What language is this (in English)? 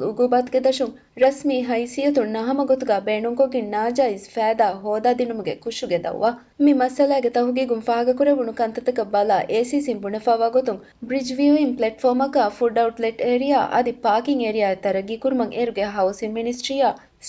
Divehi